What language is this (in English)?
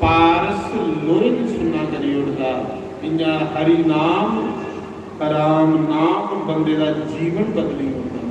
Dogri